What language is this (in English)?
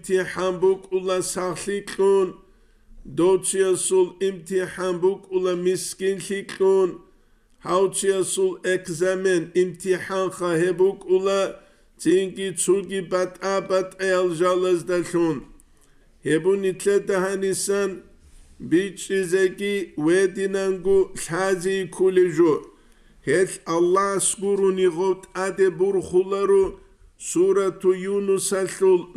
Avaric